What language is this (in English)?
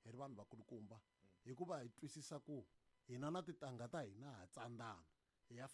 Tsonga